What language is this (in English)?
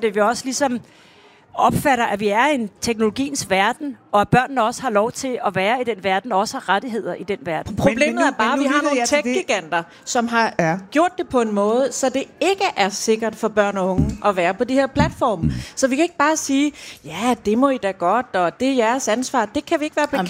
Danish